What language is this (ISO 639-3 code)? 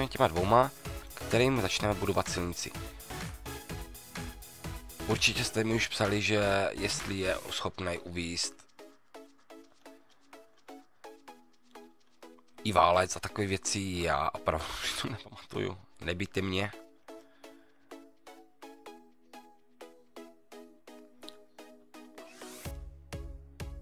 ces